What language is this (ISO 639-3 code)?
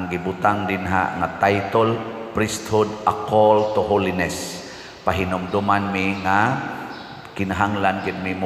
ceb